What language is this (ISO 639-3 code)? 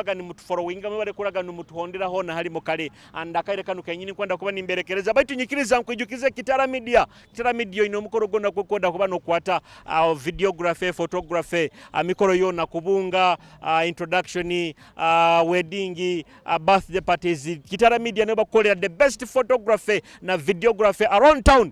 nyo